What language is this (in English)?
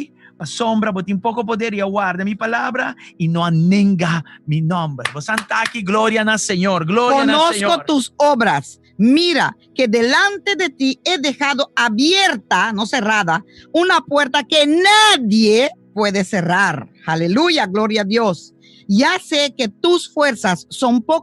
Papiamento